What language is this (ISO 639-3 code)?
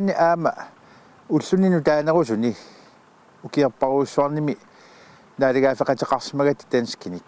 kal